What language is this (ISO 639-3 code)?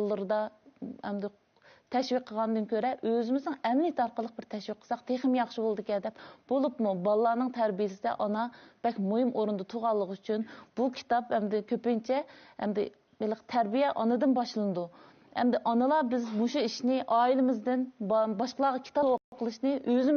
uig